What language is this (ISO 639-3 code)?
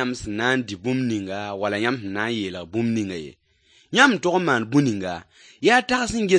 mos